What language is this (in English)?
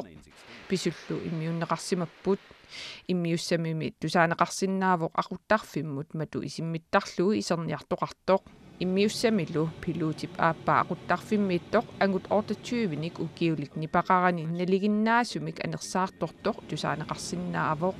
Kalaallisut